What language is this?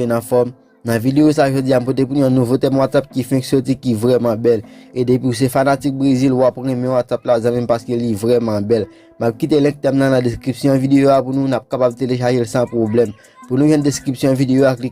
Haitian Creole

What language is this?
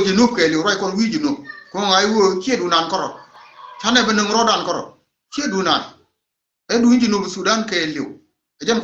Nuer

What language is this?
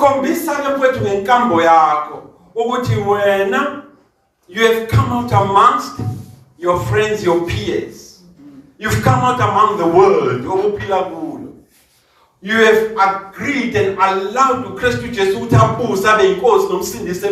Zulu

